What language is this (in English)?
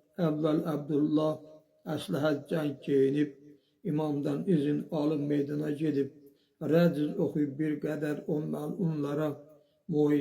Azerbaijani